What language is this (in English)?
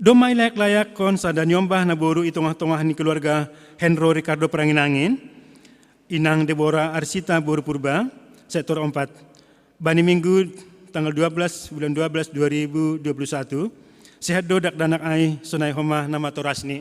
Batak Simalungun